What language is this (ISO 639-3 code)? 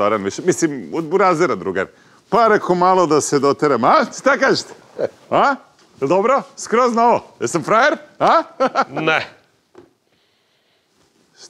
srp